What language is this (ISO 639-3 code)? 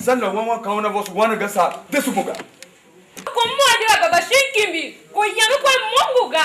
tiv